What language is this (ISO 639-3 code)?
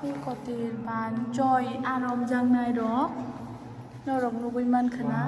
trp